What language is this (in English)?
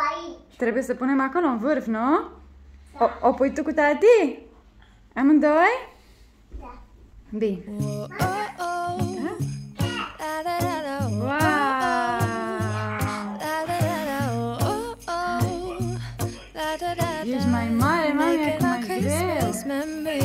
Romanian